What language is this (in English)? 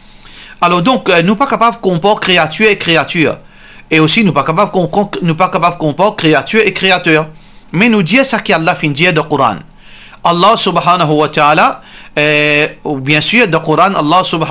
Morisyen